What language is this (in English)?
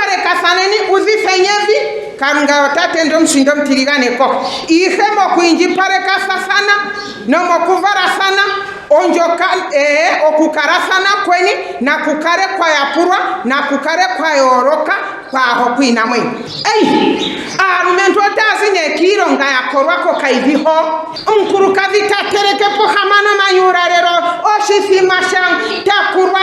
Ndonga